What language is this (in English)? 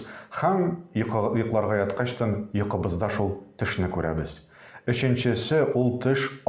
Tatar